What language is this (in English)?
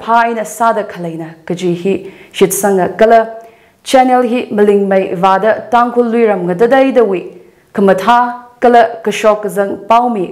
Tangkhul Naga (India)